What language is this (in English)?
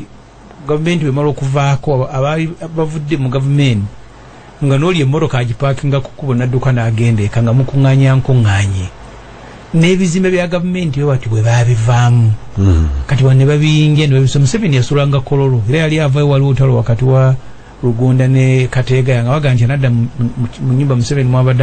Ganda